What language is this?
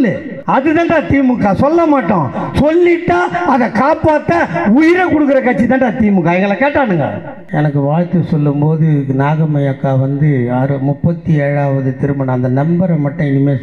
Tamil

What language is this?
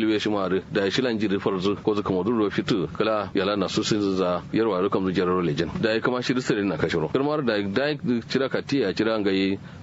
Kanuri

